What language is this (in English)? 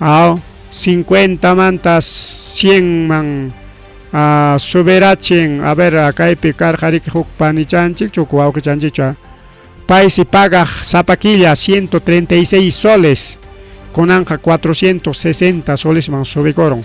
Ayacucho Quechua